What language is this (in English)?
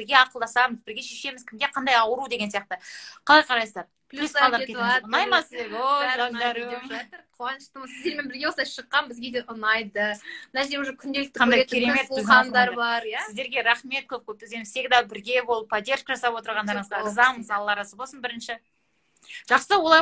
Kazakh